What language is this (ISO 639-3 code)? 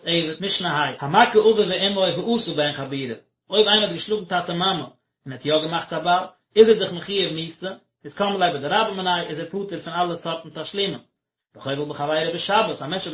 yid